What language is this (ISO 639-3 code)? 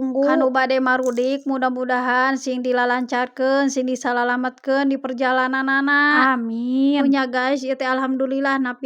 sun